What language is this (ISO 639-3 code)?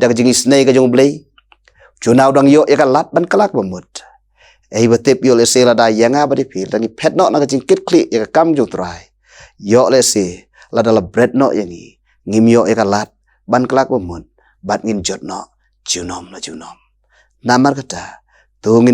kha